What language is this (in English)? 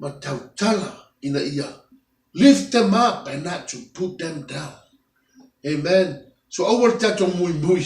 Samoan